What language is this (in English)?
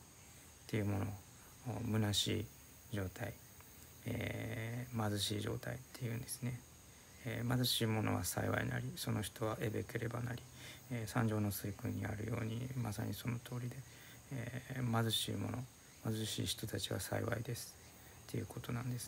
Japanese